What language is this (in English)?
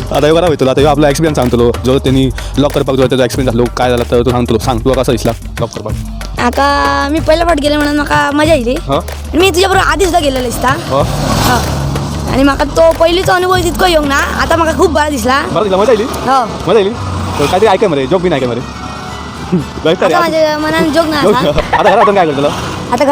Konkani